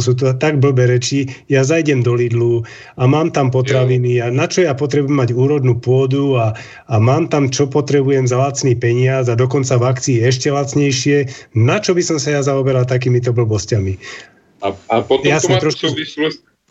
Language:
Slovak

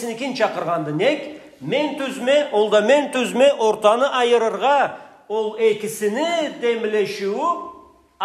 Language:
Karachay-Balkar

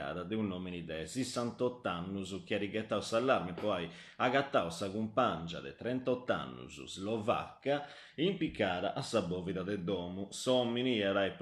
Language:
Sardinian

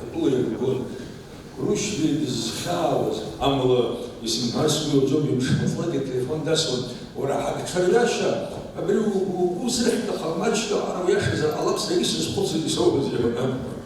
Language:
Abkhazian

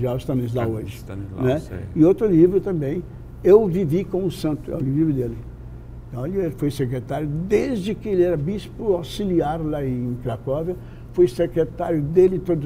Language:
Portuguese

